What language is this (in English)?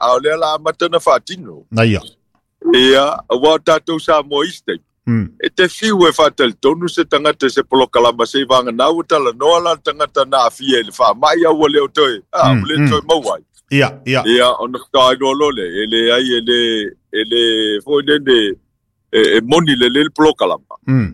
Samoan